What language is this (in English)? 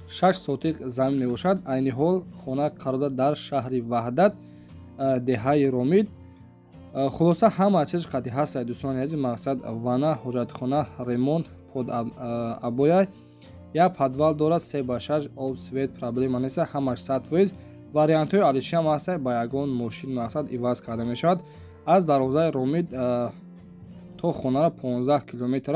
Tajik